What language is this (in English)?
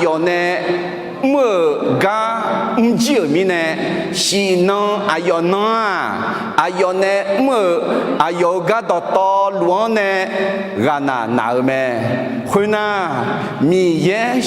Akha